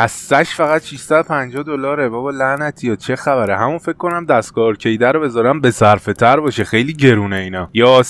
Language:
Persian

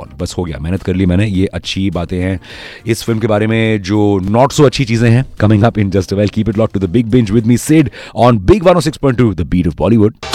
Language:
Hindi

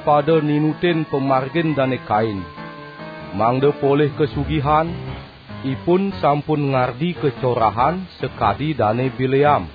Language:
Balinese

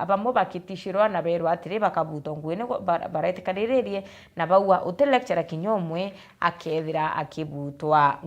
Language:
Meru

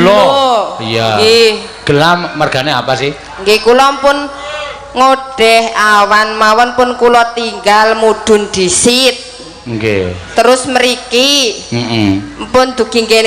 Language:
Javanese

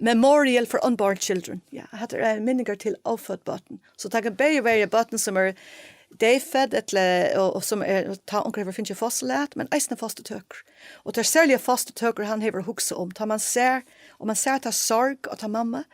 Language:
Faroese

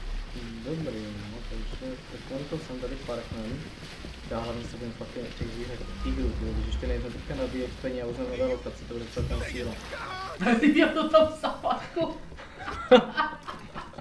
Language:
Czech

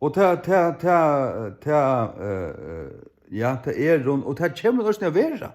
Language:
Faroese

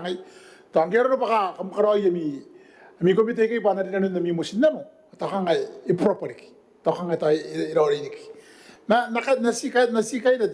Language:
Gilbertese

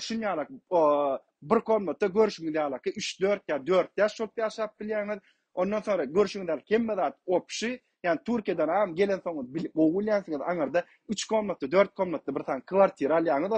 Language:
Turkmen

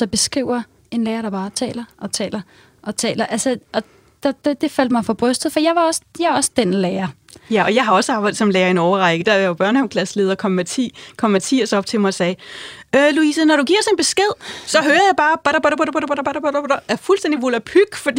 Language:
Danish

